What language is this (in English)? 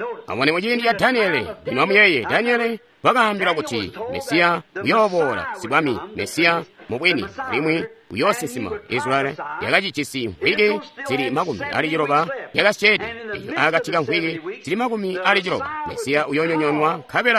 Tonga (Zambia)